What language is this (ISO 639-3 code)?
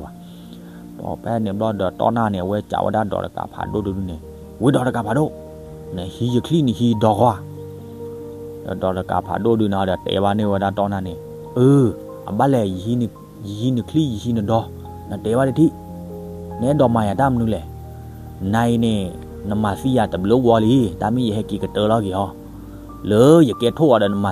ksw